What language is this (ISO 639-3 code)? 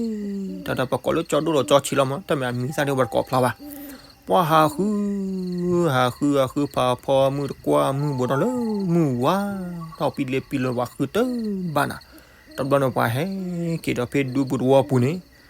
ksw